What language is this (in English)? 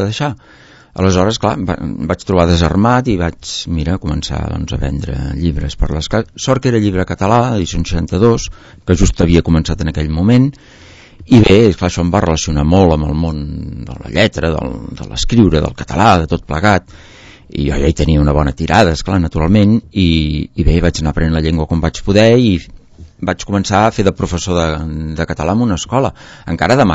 Catalan